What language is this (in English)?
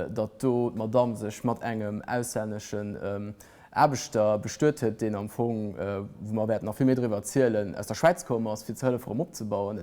Luxembourgish